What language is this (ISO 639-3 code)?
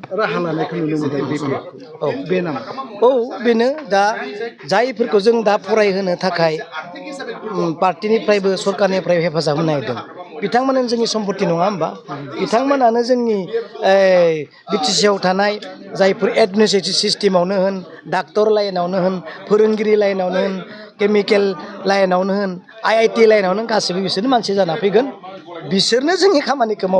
brx